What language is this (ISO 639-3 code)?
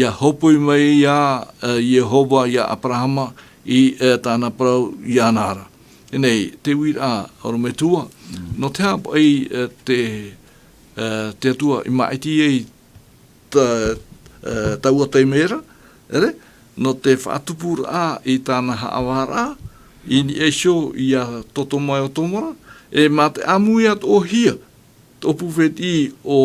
tah